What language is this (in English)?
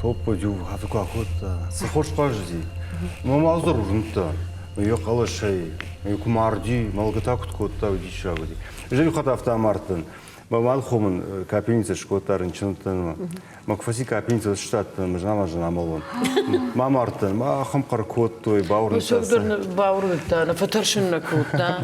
Ossetic